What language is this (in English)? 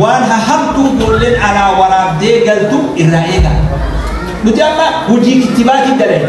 Oromo